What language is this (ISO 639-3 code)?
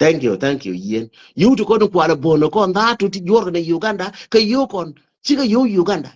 nus